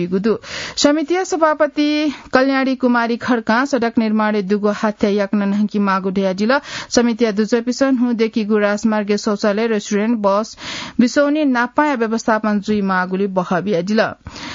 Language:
Newari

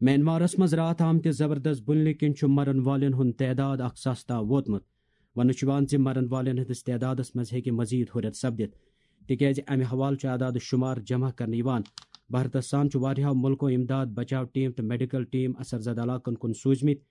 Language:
Kashmiri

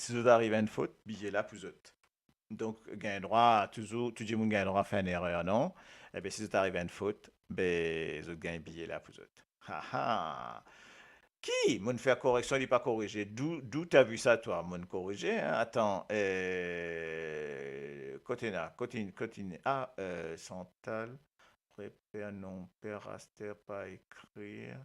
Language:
Morisyen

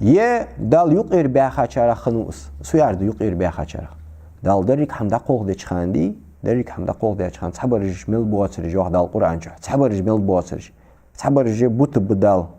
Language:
Ingush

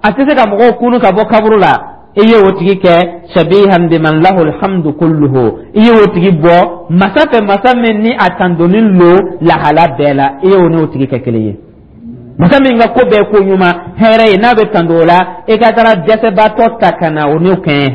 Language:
Dyula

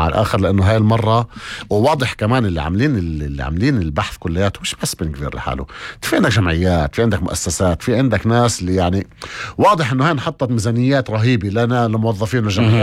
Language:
North Levantine Arabic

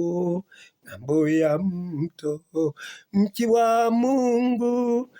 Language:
Kalenjin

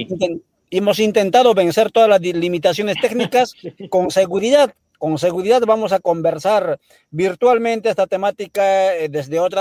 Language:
Spanish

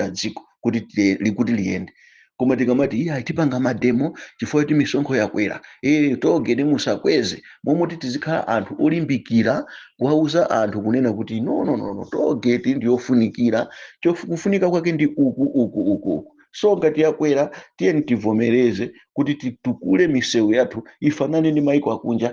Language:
Nyanja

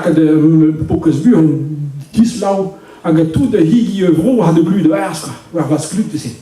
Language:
Breton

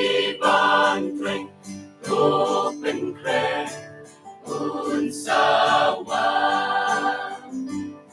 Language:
Khasi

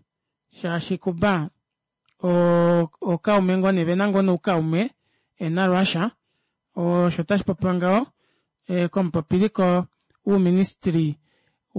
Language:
Kuanyama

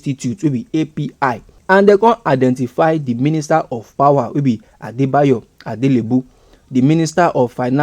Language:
Nigerian Pidgin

